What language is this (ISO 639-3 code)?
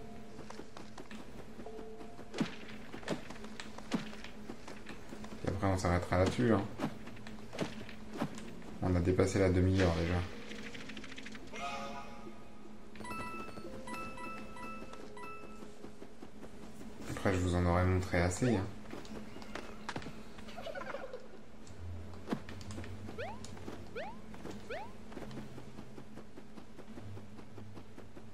fra